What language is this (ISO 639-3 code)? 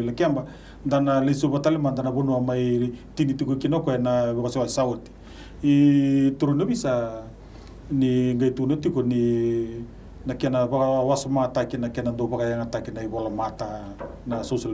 fij